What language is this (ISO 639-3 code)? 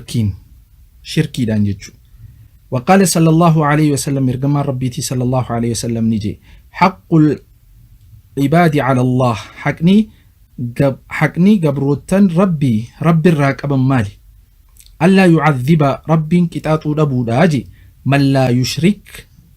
orm